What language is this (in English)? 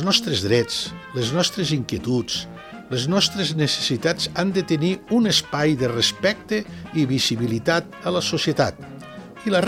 Catalan